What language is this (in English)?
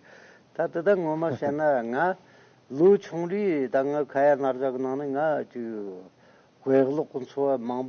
Tibetan